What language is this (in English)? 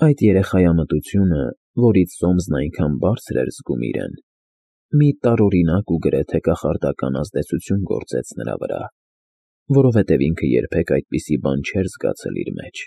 Armenian